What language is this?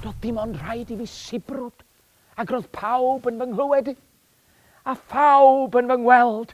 Welsh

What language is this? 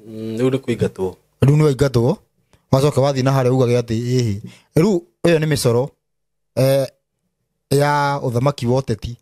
Kikuyu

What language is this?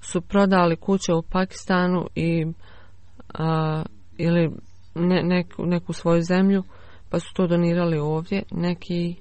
Bosnian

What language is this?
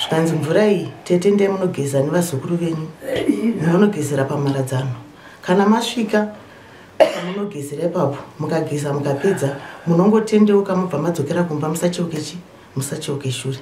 Shona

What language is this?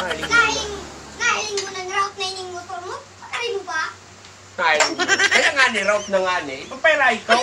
Bikol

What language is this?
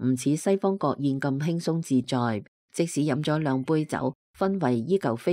Cantonese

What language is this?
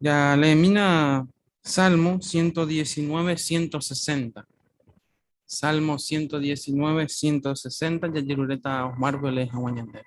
Guarani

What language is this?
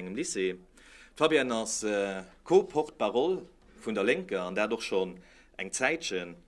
Luxembourgish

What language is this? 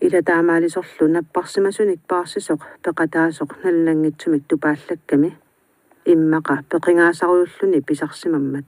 Kalaallisut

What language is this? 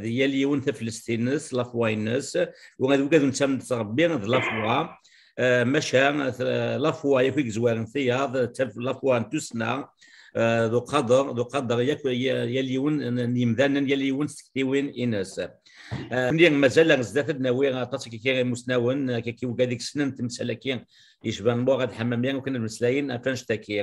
Kabyle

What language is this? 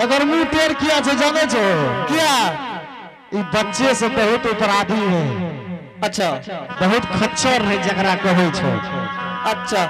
Angika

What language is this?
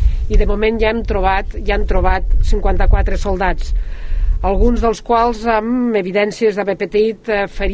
Catalan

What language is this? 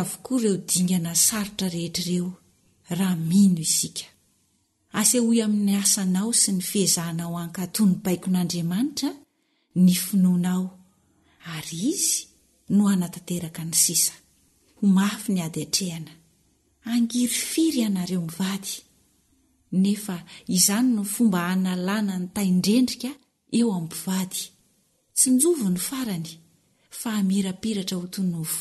Malagasy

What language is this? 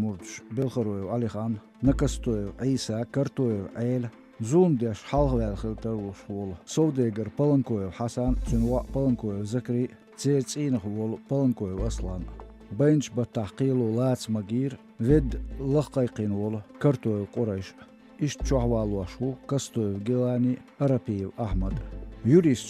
Chechen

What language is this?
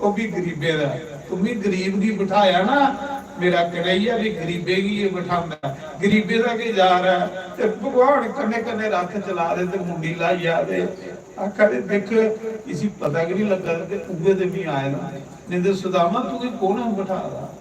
Dogri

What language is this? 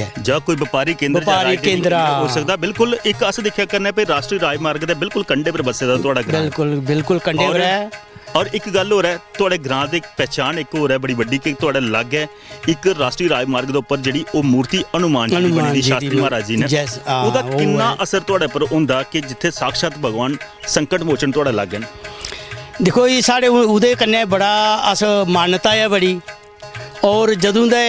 Dogri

